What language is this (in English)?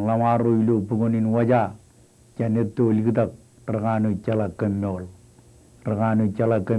Marshallese